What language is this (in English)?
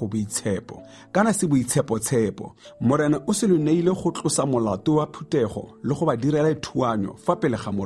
Tswana